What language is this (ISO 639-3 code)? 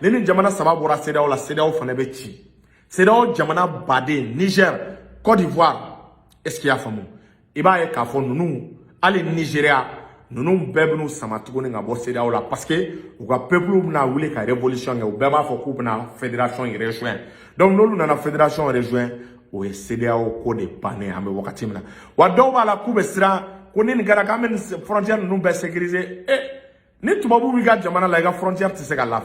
bam